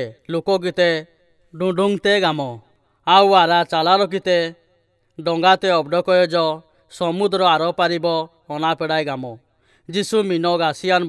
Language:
Odia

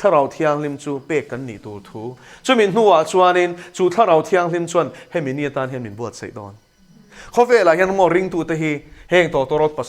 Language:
Mizo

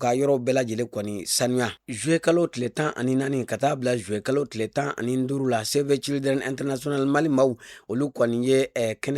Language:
Bambara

